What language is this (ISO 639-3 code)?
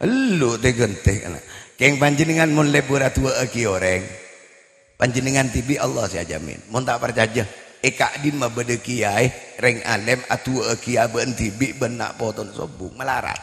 mad